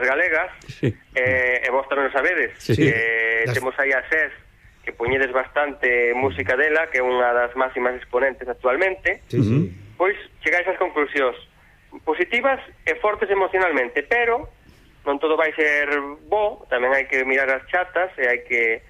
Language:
Galician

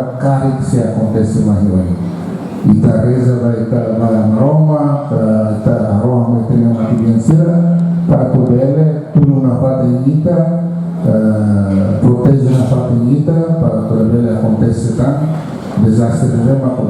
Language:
Tetum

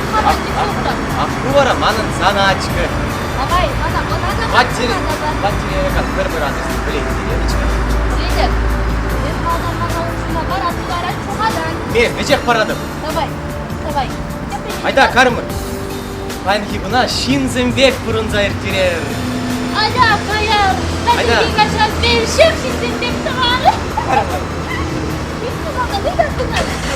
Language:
Chuvash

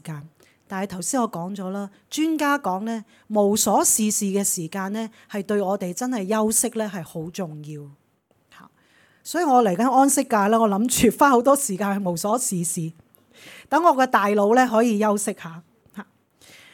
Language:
Cantonese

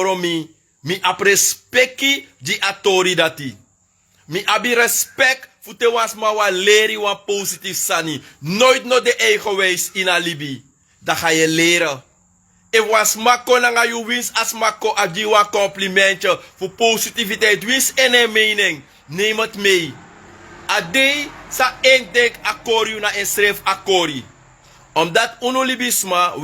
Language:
Sranan Tongo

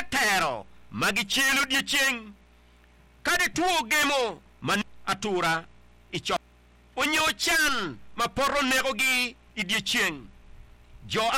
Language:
Acoli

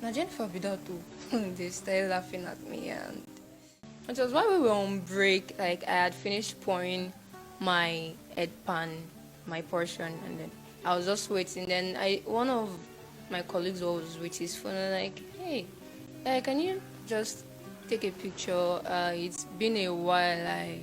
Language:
Nigerian Pidgin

